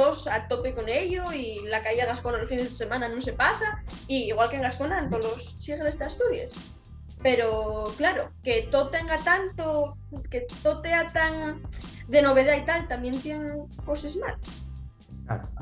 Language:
Asturian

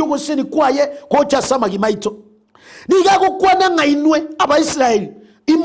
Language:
Gusii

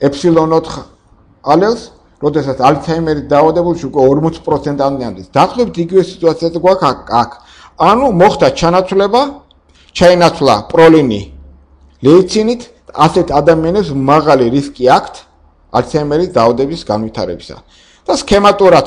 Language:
Georgian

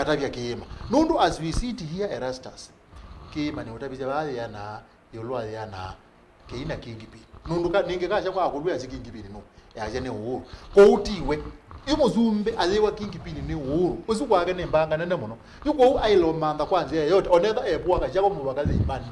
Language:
Kamba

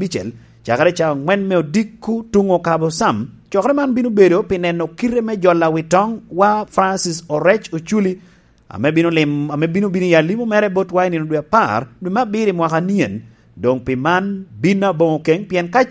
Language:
Lango (Uganda)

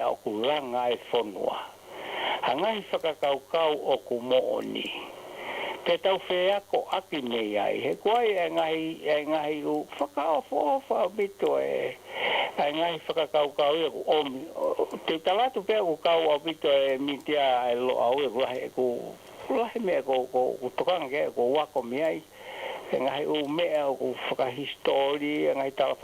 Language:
Tongan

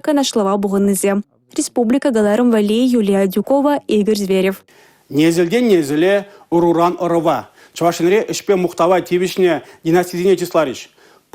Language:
Chuvash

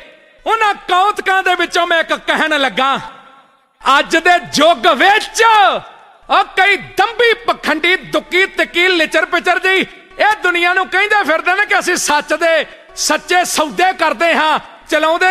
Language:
Punjabi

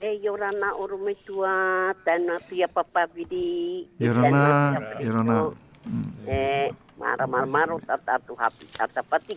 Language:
Tahitian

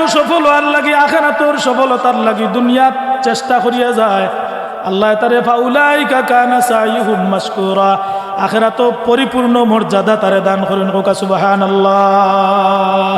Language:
Sylheti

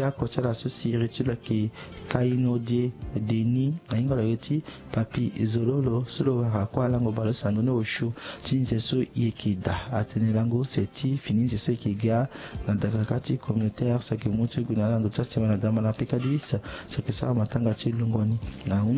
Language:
Sango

